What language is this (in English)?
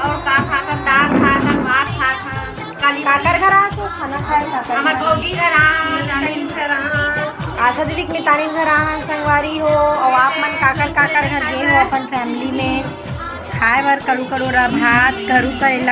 Chhattisgarhi